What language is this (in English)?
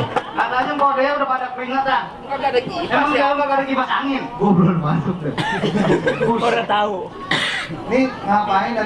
Betawi